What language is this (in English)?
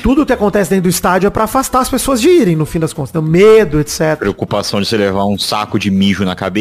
Portuguese